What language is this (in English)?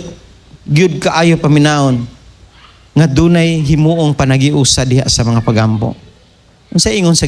Cebuano